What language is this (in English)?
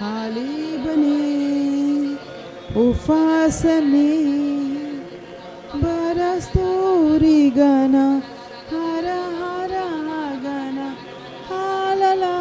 Tem